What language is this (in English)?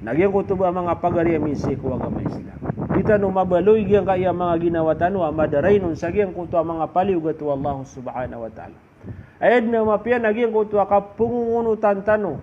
Maranao